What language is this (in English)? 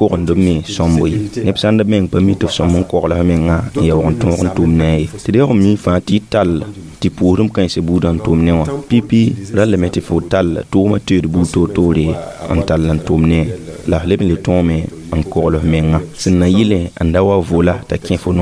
Mossi